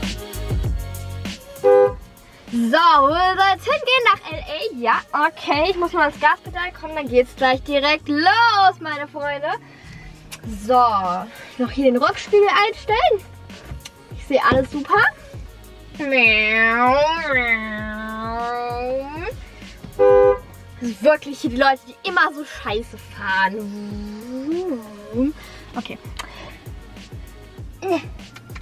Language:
German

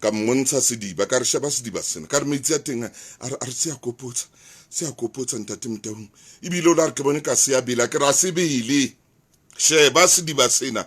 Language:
Southern Sotho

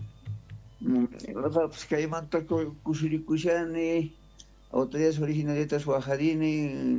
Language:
South Bolivian Quechua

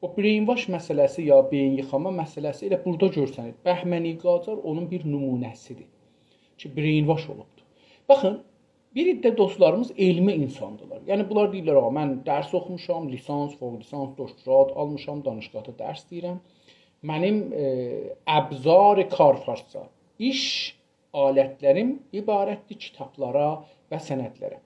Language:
South Azerbaijani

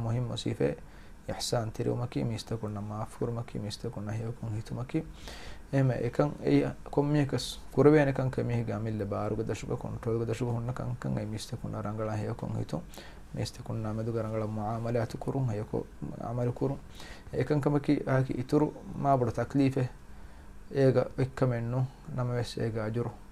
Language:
Divehi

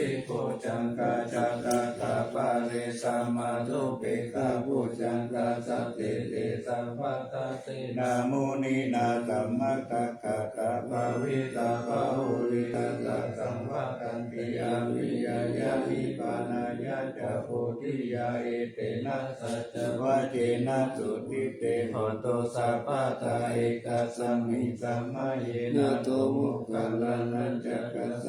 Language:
Pali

